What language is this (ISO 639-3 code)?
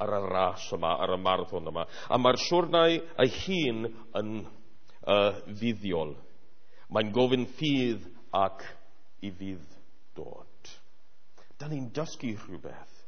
cym